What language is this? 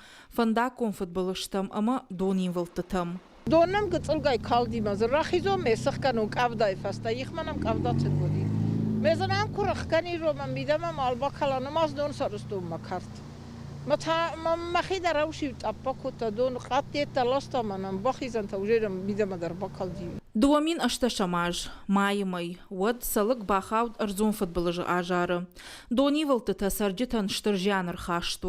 Ossetic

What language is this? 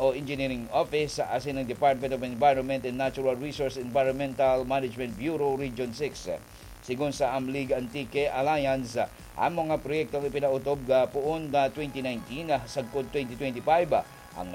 Bikol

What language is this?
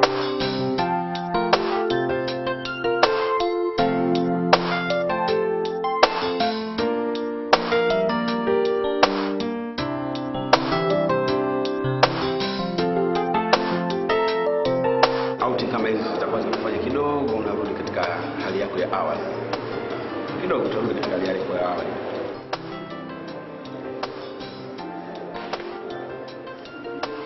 Swahili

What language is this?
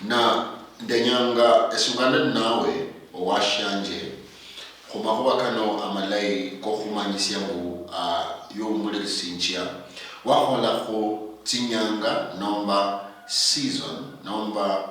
Luyia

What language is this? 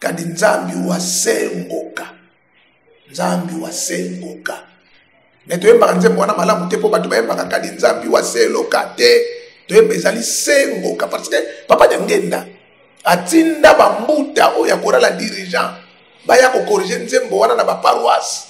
Lingala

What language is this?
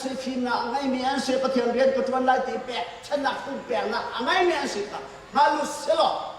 Hakha Chin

